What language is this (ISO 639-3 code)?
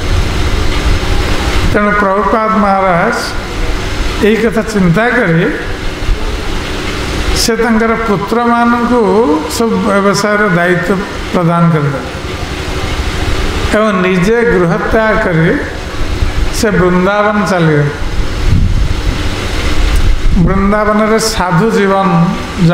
ori